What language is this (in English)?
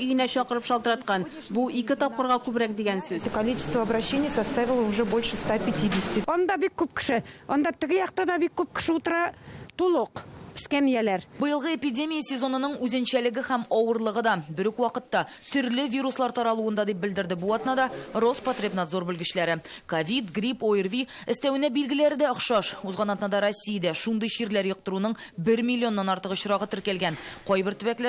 Tatar